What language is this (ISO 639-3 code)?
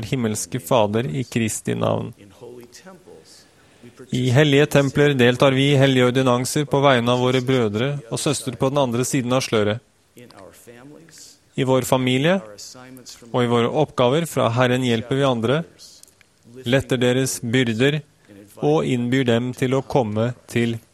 nor